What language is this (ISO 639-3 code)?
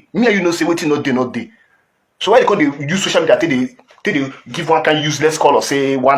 pcm